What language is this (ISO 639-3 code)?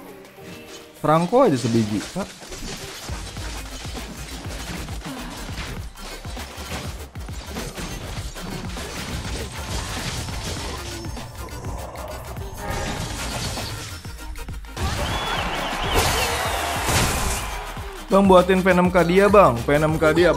ind